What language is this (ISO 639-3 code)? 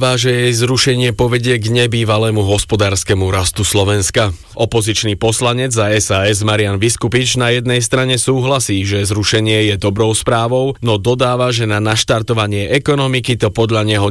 slk